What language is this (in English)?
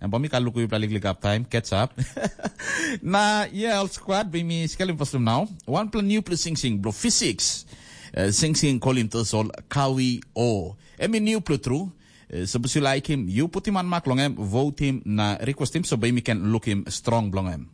Tok Pisin